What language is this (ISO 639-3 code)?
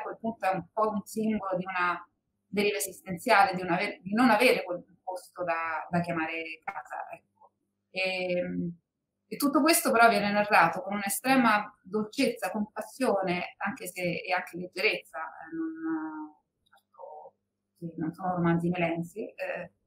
ita